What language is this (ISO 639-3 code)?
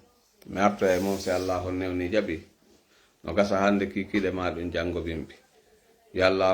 fuf